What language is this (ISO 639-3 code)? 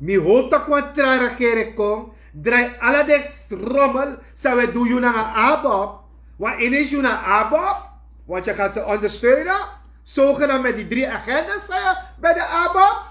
srn